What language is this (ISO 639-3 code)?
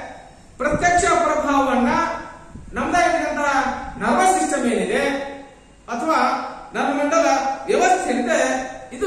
kan